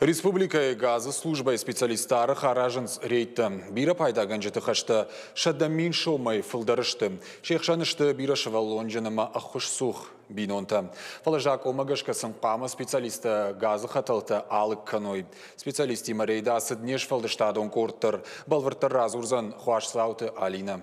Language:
Ossetic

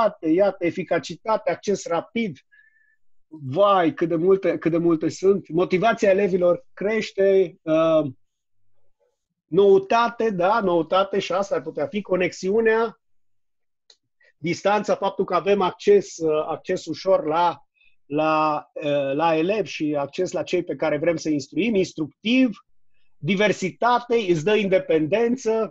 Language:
Romanian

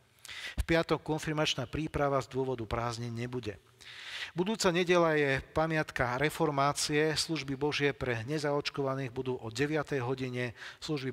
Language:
Slovak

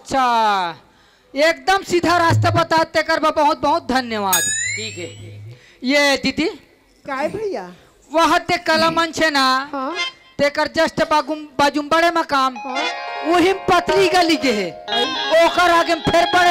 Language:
Chhattisgarhi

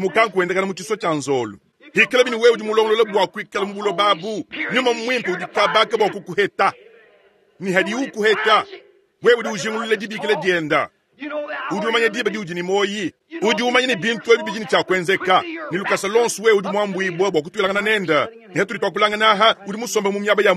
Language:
Luba-Lulua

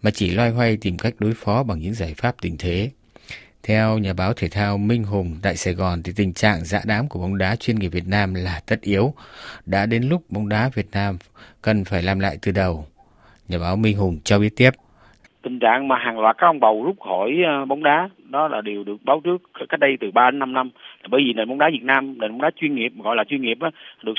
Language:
Vietnamese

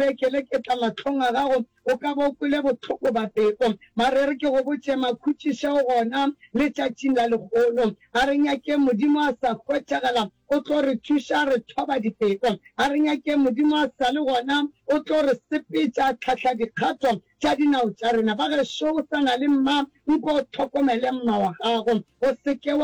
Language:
Northern Sotho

